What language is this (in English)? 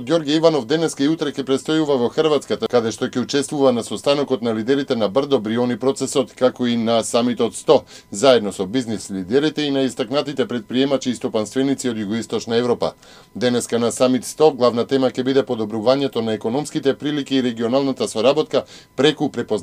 Macedonian